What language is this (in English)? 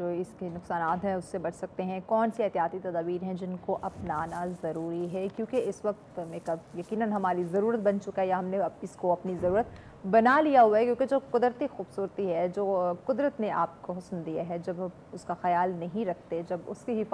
Urdu